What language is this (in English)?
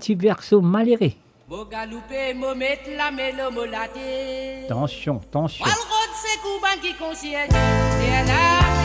Morisyen